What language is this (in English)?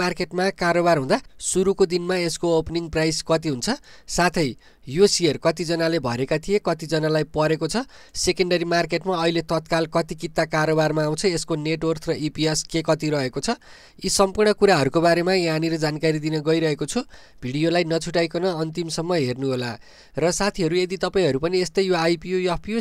Nepali